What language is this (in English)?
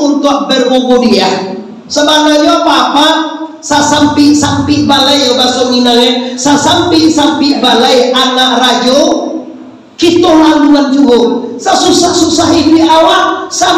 Minangkabau